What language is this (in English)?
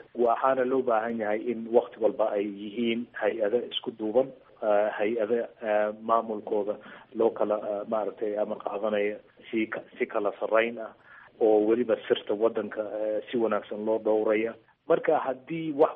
Somali